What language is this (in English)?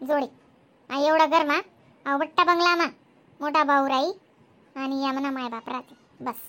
Khandesi